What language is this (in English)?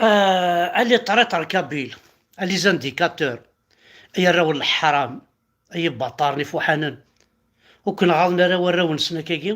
Kabyle